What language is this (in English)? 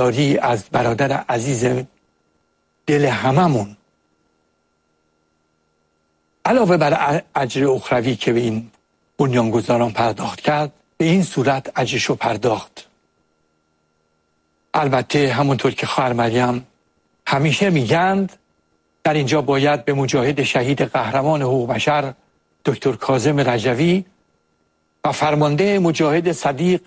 Persian